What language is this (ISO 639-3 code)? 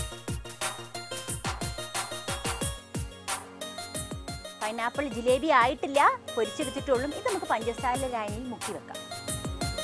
mal